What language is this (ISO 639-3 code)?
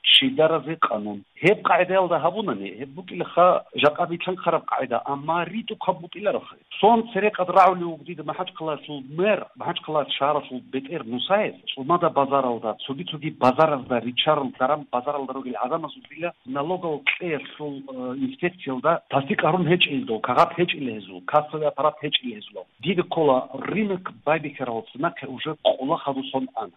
ava